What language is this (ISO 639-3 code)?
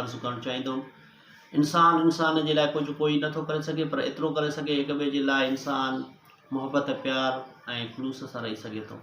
snd